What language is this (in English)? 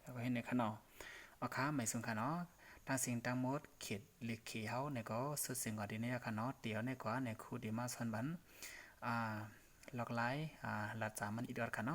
Shan